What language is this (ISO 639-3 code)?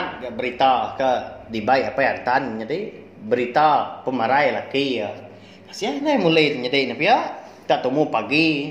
iba